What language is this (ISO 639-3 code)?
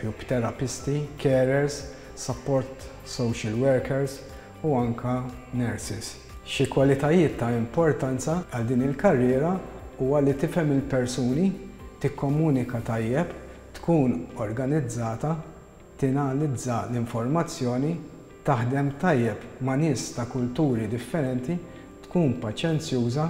mlt